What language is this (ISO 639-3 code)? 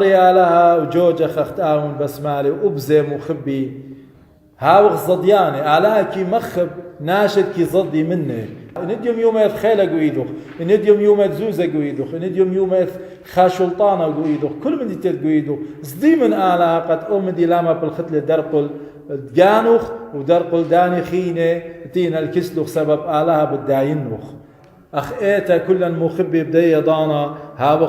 aii